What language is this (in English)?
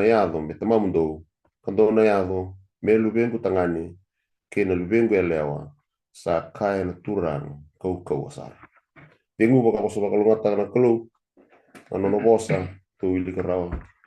Fijian